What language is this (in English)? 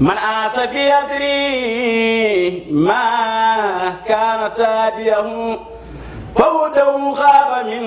Fula